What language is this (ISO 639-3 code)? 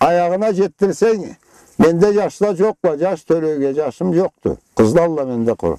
krc